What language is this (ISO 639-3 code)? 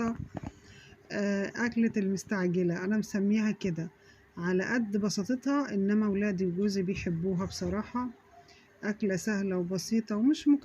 arz